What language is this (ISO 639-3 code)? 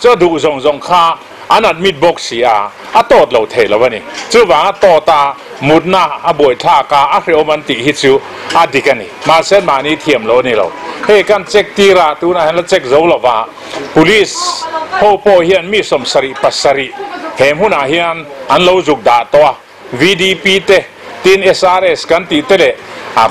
lus